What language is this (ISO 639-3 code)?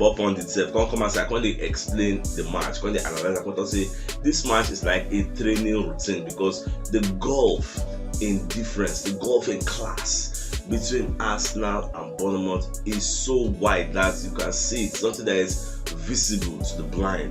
pcm